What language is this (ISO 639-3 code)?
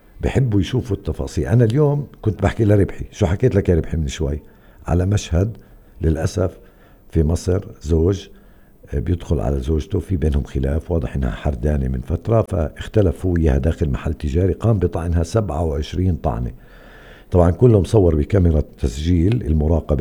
apc